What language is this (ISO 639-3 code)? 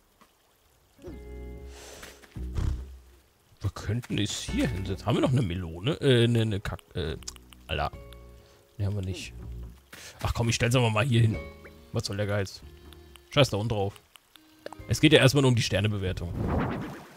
deu